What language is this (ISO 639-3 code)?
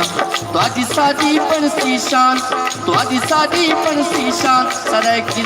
skr